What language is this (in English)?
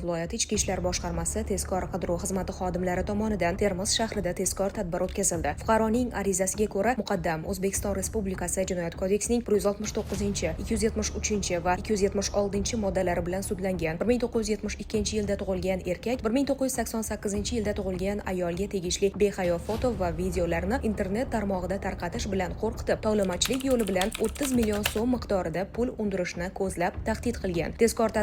Uzbek